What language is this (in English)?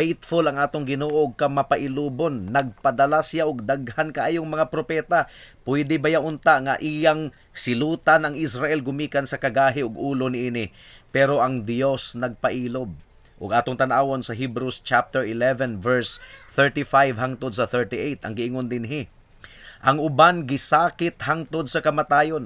Cebuano